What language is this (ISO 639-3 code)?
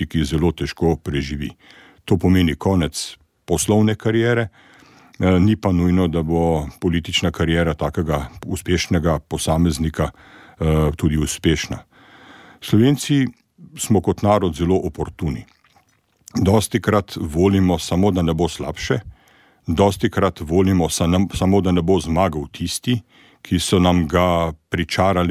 slv